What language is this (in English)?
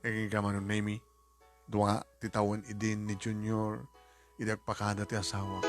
Iloko